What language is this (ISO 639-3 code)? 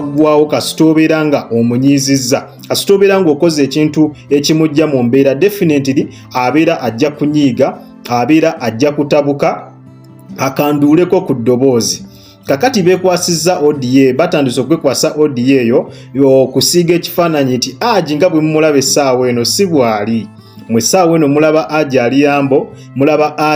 lug